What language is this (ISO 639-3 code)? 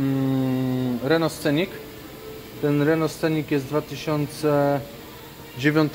pol